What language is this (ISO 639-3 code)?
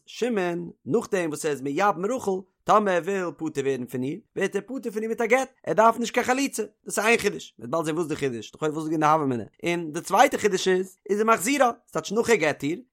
yid